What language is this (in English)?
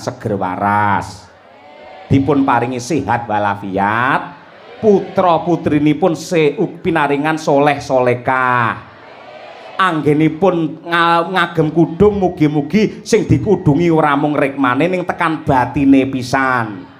Javanese